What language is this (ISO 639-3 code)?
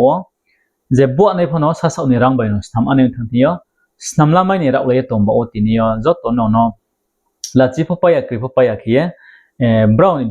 ria